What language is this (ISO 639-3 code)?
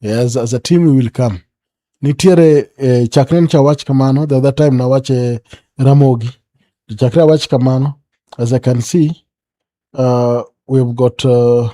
luo